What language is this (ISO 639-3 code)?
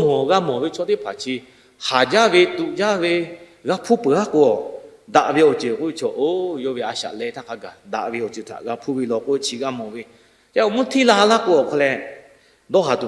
lhu